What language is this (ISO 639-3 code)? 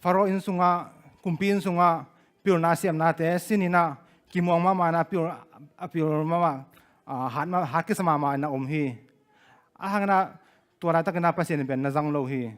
ctd